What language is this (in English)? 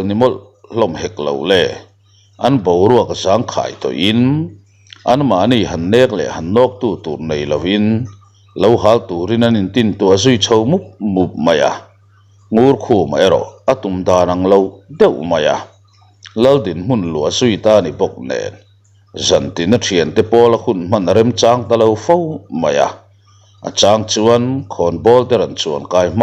Mizo